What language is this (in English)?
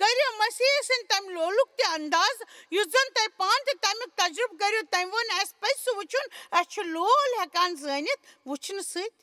Kashmiri